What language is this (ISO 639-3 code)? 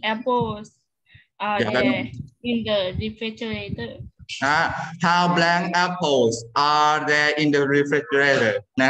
tha